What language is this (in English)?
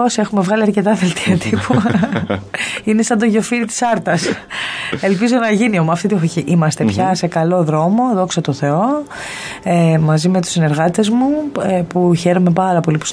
Greek